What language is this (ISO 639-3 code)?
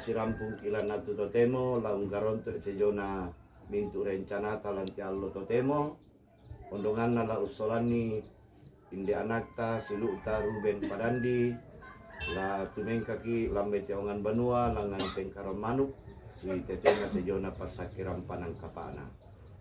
sda